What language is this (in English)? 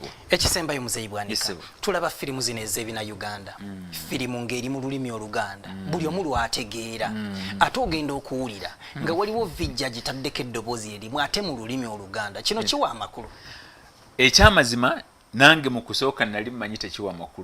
Ganda